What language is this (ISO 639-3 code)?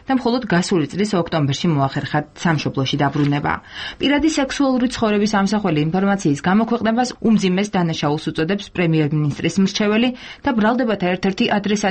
kat